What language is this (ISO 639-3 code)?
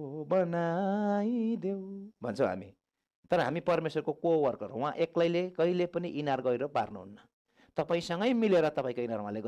nep